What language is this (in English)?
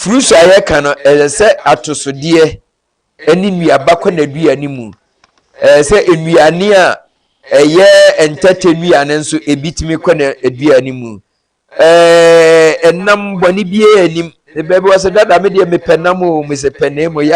Akan